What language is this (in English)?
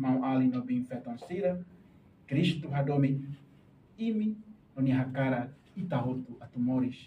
Tetum